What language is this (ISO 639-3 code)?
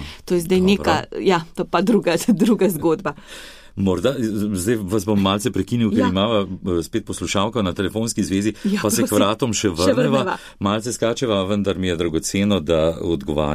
slv